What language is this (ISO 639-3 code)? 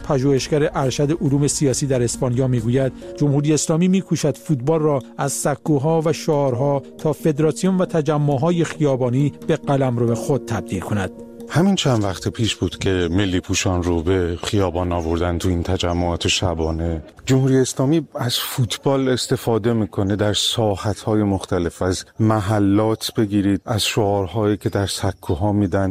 fas